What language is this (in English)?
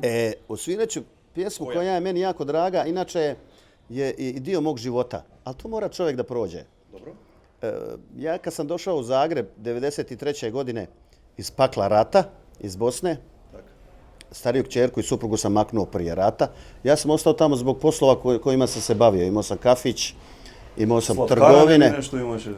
Bosnian